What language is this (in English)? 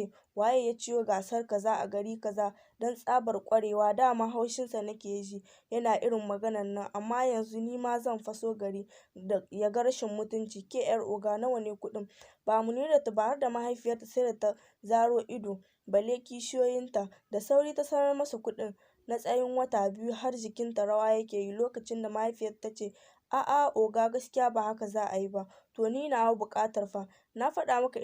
Hausa